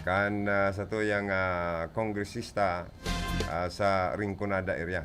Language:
Bikol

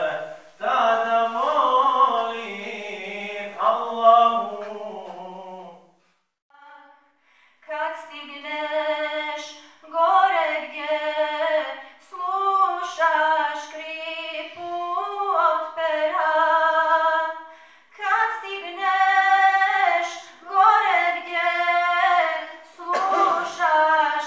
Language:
Bosnian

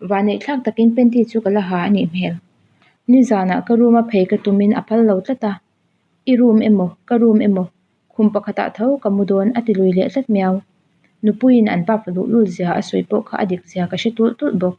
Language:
Mizo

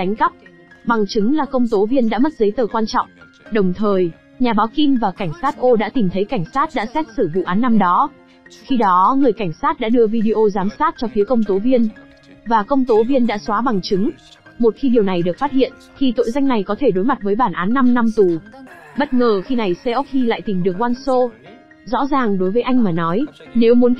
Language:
Vietnamese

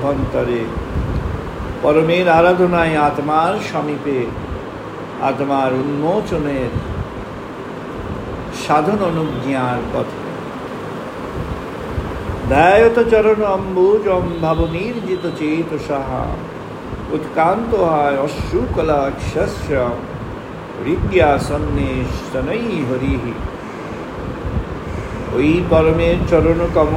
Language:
Bangla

